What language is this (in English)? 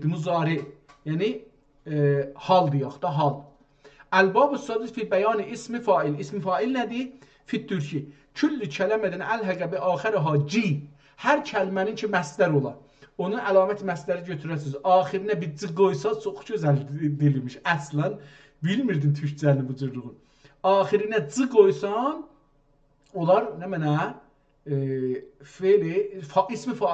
South Azerbaijani